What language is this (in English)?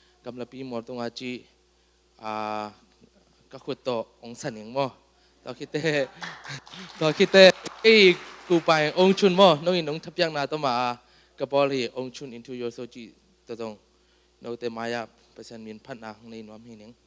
Tedim Chin